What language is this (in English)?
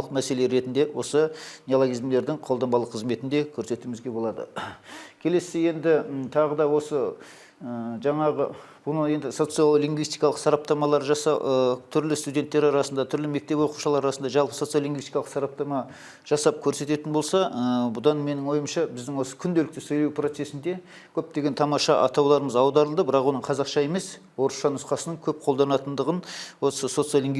Kazakh